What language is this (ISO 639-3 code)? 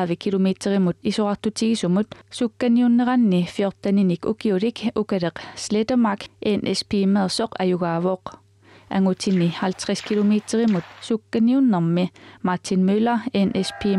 kal